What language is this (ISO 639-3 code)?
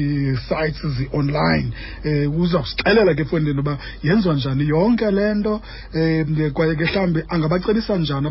xho